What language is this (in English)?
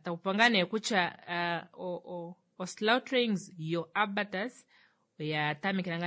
Kuanyama